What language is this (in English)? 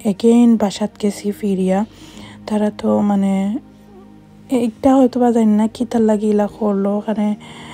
Sylheti